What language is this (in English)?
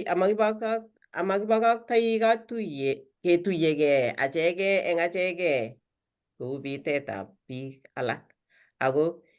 Kalenjin